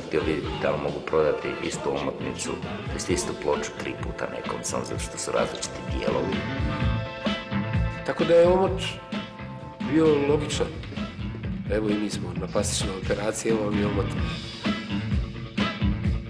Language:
Serbian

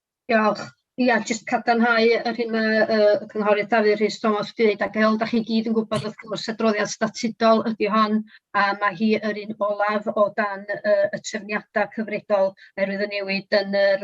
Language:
Welsh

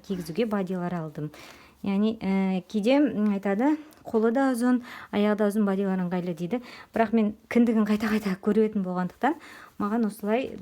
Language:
Kazakh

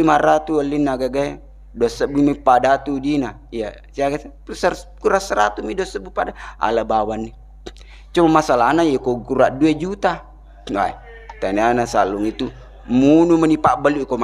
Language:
Buginese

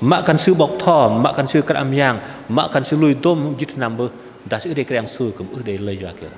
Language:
Bahnar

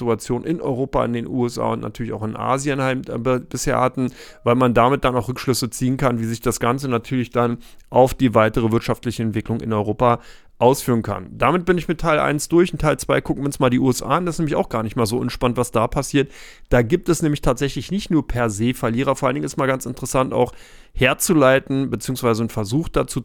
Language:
German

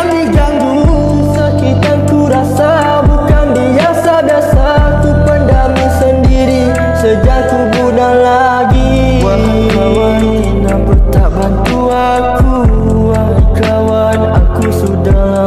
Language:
Malay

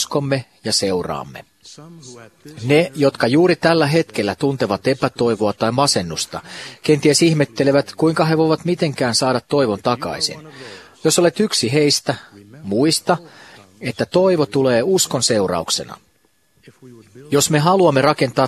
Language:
Finnish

